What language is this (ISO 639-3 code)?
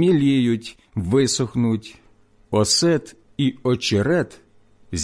ukr